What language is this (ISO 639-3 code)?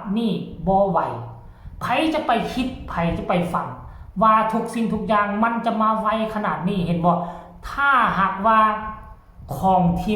lao